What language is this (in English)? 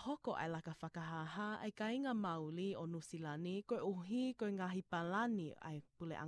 Tongan